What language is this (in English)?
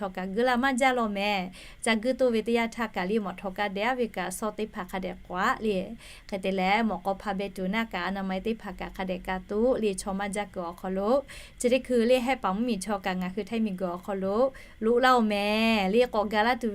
Lahu